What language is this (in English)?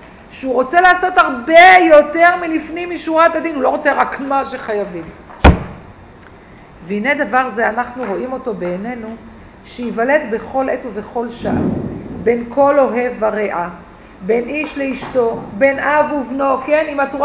Hebrew